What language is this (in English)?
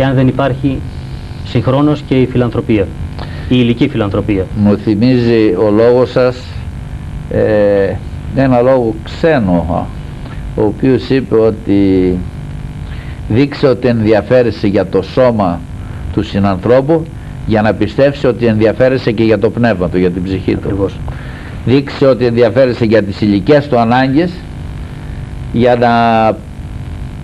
Greek